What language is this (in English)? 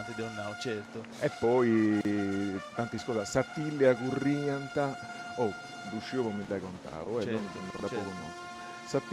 Sardinian